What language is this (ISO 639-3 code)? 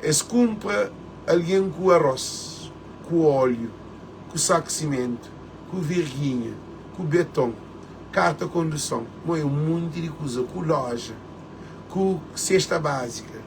kea